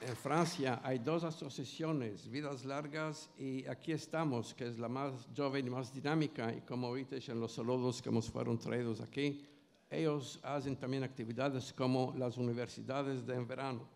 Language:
Ladino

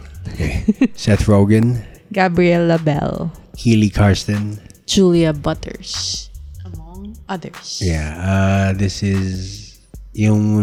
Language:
Filipino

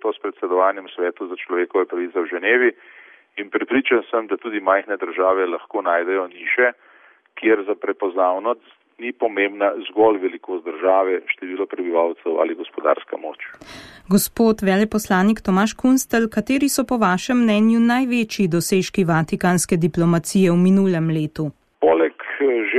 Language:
Slovenian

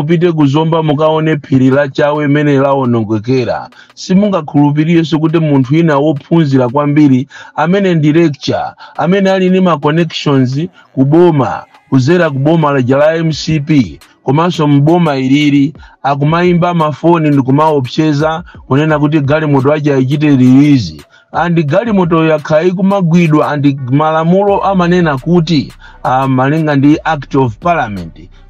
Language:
Nyanja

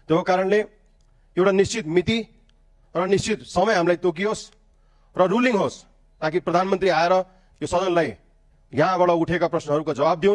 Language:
Nepali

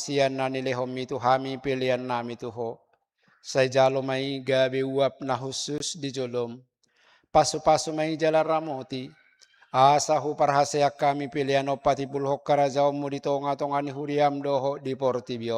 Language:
Batak Toba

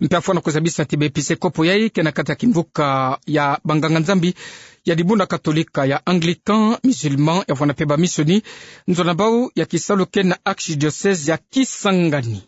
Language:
Kituba (Democratic Republic of Congo)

